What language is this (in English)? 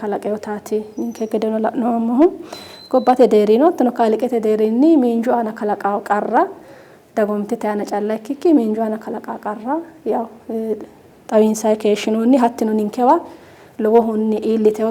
Sidamo